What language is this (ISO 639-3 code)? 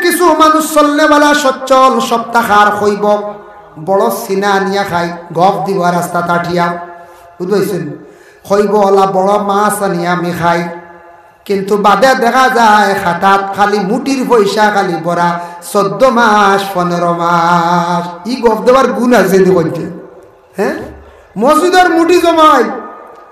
syl